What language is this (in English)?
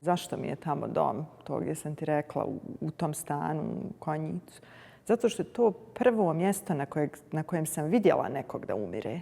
Bosnian